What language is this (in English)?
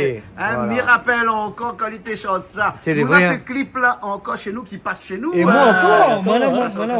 Réunion Creole French